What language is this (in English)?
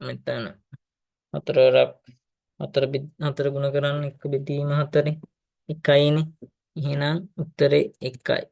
Sinhala